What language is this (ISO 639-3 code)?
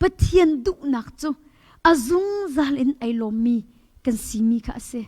cnh